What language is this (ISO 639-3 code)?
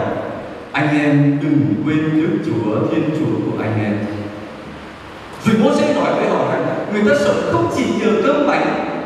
vie